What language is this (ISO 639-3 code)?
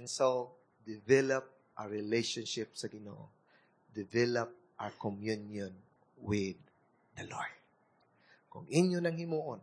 ceb